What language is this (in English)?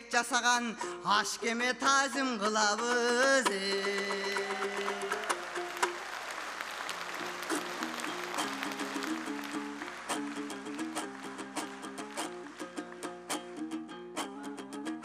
Kyrgyz